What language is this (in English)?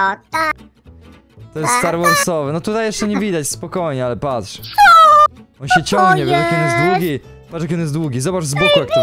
Polish